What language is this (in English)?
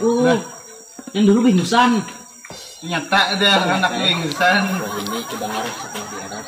Banjar